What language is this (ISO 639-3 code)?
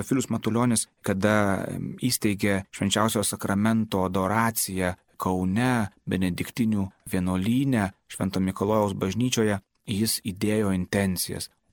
lit